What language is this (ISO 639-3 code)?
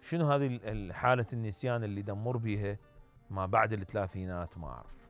acm